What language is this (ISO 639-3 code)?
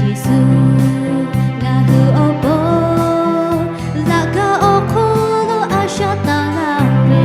lhu